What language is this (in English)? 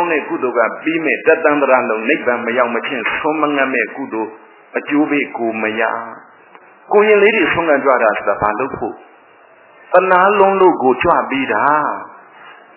Burmese